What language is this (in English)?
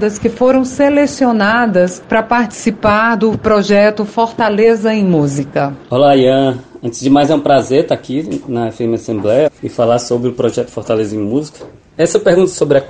Portuguese